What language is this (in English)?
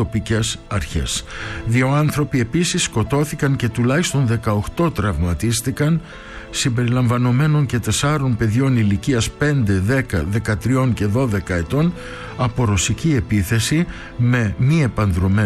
Greek